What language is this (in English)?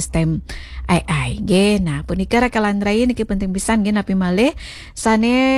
Balinese